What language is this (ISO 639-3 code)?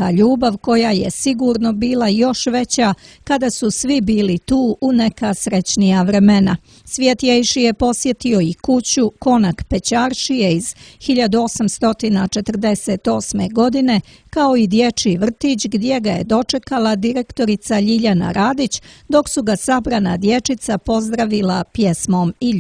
srp